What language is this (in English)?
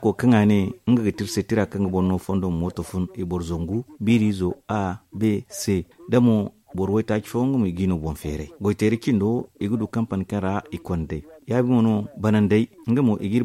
Zarma